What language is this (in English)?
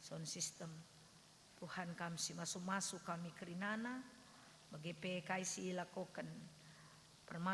Batak Karo